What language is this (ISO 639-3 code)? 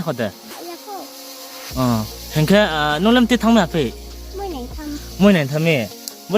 ria